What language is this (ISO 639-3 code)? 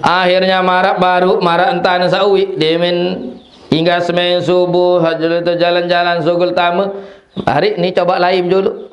sas